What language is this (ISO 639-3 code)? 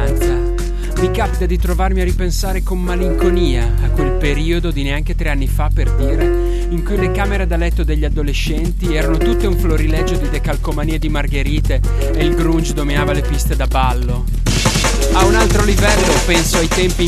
ita